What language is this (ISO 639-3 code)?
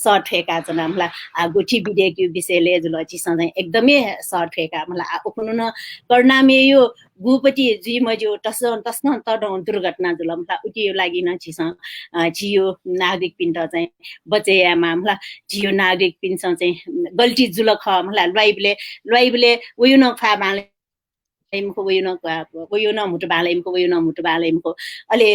new